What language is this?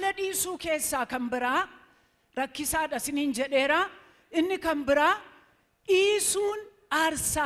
Oromo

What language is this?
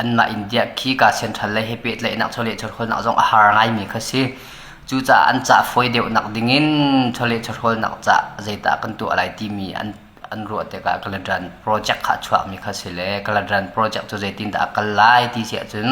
Hakha Chin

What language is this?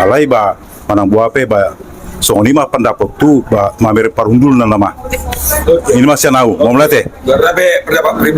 Batak Toba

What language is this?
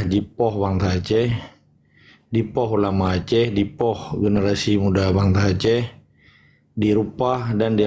Achinese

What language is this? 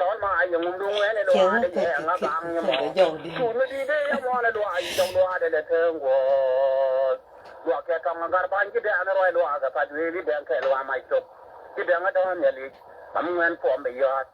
Nuer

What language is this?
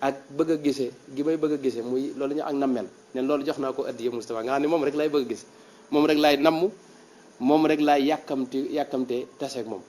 Wolof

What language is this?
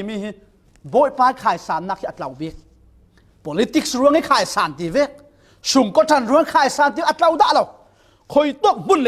Falam Chin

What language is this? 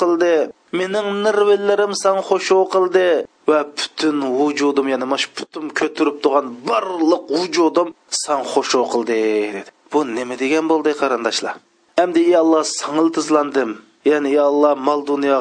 Uyghur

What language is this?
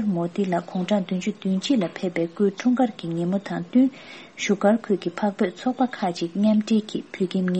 Tibetan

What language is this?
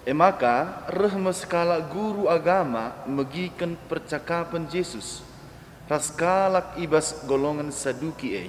Batak Karo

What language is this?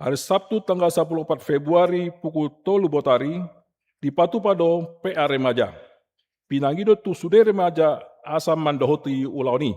Batak Toba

